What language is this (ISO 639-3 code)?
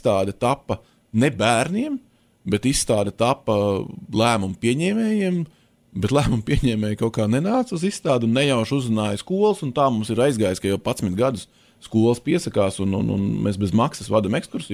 lav